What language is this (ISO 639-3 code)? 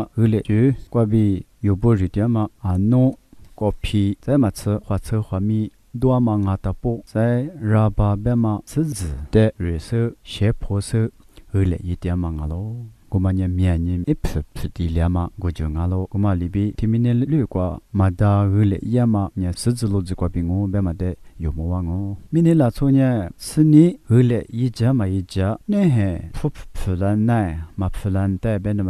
lis